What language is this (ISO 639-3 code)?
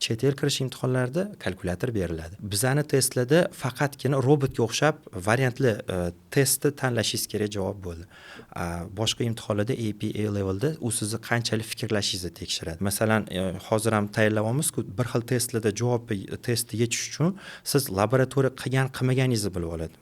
uzb